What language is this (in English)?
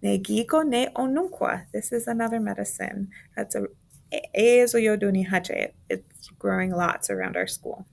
Mohawk